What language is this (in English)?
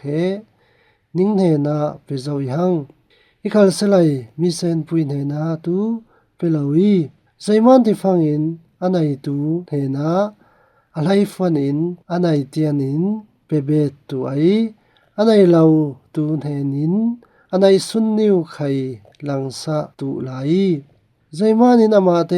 Falam Chin